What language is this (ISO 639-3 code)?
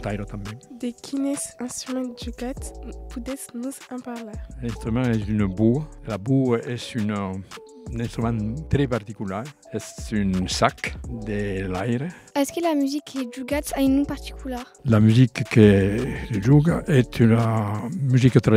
oci